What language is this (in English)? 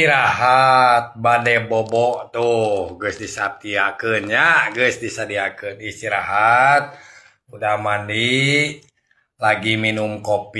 Sundanese